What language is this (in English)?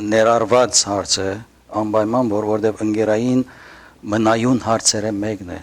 Western Armenian